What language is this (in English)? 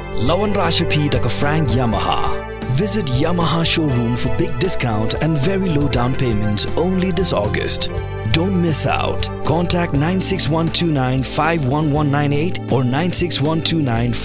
Khasi